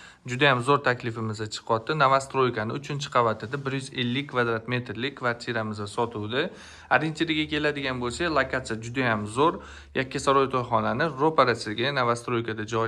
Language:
Uzbek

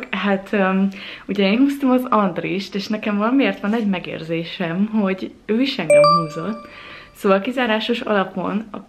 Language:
Hungarian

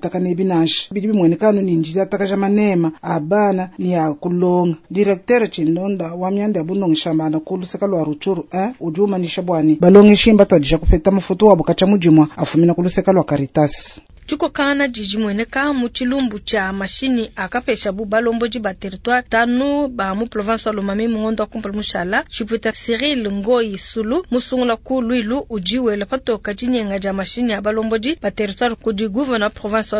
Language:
Luba-Lulua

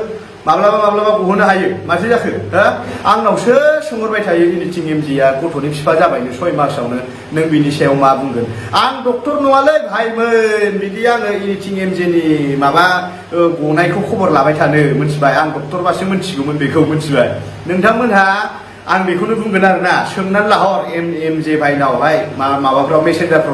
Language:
Bodo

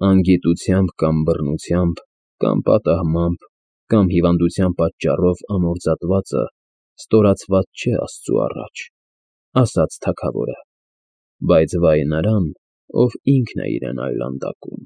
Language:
Armenian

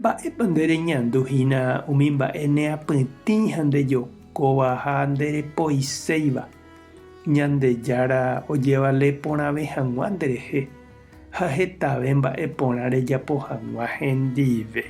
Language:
Guarani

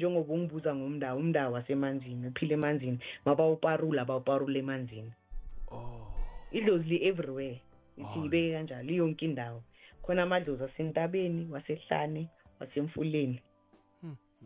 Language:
South Ndebele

